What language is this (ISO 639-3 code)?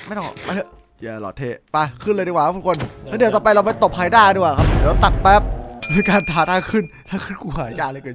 tha